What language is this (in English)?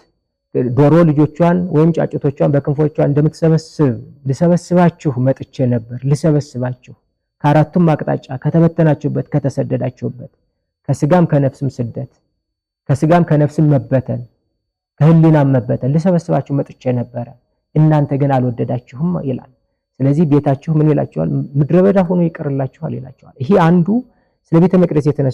Amharic